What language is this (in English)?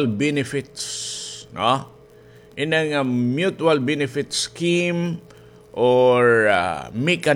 Waray